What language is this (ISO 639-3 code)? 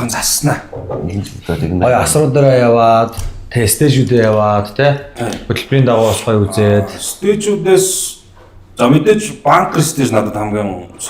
mon